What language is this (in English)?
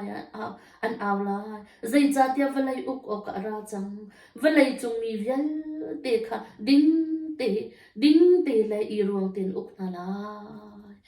Hakha Chin